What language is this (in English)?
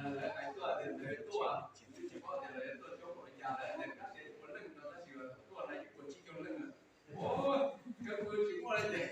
Hmong